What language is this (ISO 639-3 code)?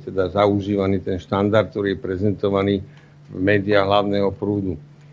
slk